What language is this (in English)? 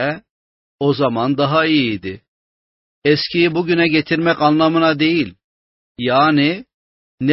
Turkish